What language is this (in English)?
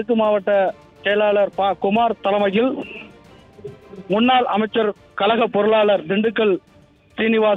Tamil